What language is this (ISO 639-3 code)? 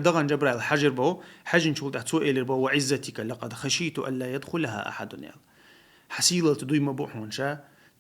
che